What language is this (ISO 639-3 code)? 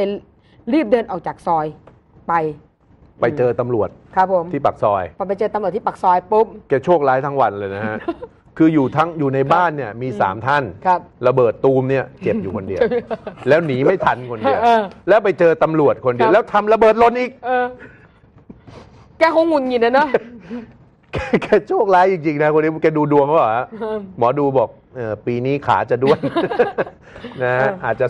tha